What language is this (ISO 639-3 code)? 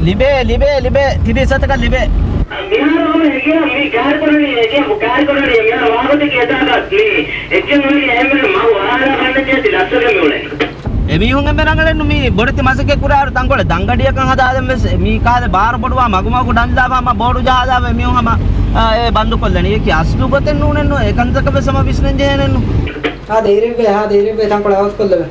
div